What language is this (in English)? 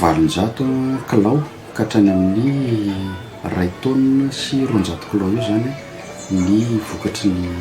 Malagasy